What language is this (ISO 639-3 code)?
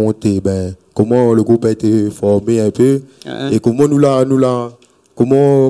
rcf